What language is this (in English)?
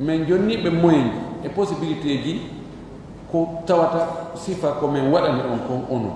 Fula